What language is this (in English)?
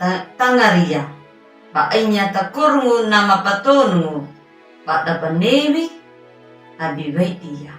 Anakalangu